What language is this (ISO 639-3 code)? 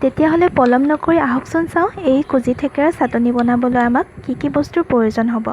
asm